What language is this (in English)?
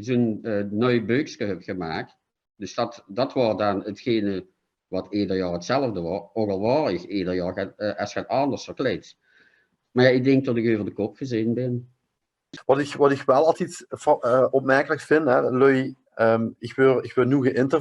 Limburgish